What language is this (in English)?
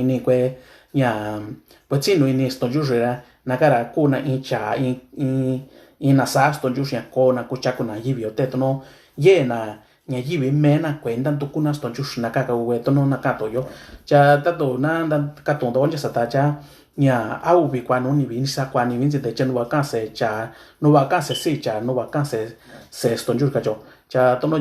Mixtepec Mixtec